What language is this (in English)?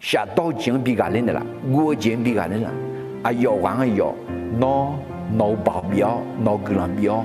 Akha